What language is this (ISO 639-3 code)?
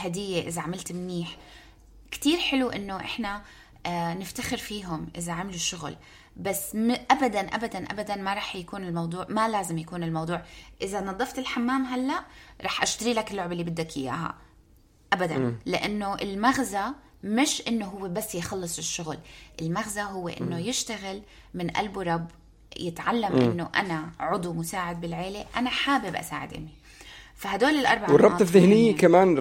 apc